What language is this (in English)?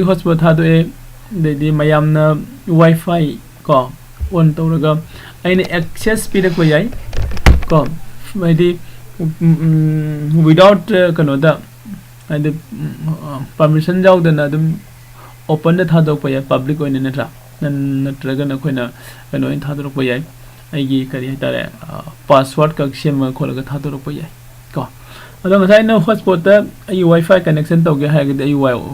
Manipuri